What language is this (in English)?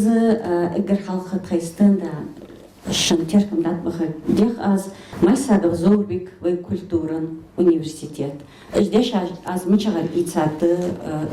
Ingush